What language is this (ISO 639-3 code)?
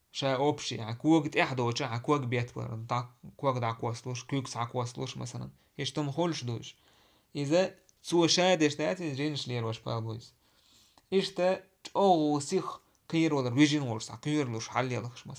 che